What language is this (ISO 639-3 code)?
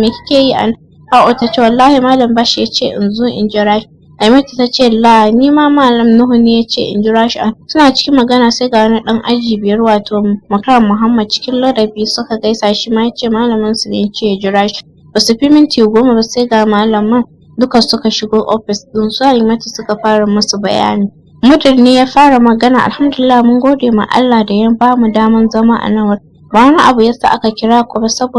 hau